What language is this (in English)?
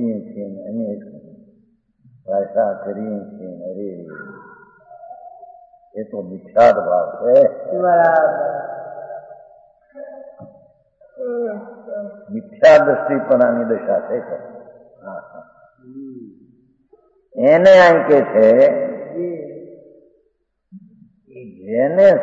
Gujarati